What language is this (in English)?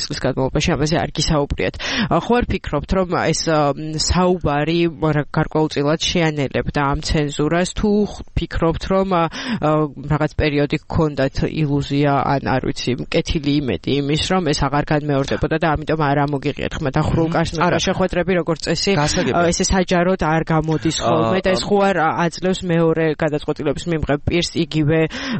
Georgian